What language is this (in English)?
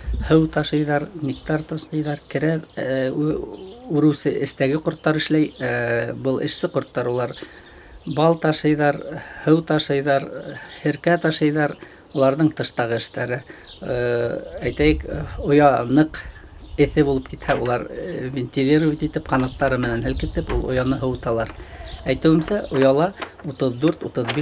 Bashkir